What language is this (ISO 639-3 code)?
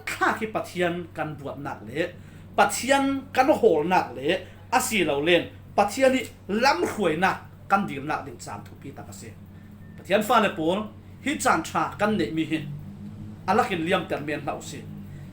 cfm